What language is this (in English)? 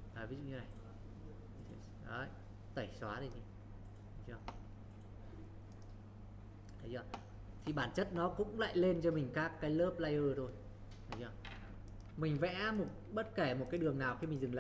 Vietnamese